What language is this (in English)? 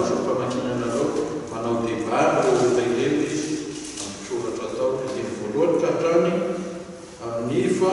Malagasy